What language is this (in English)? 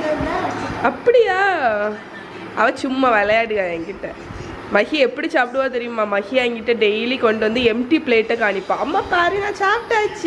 Tamil